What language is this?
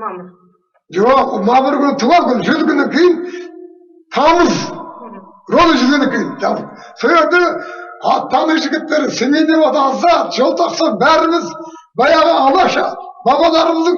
Kazakh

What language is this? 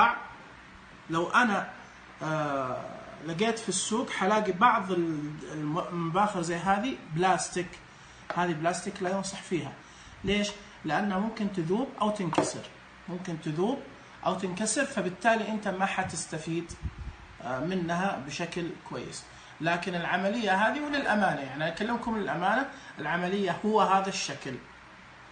Najdi Arabic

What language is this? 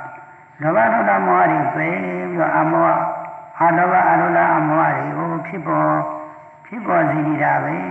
Burmese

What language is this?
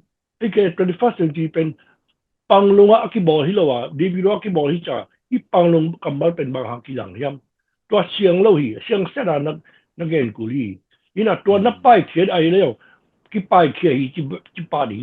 Tedim Chin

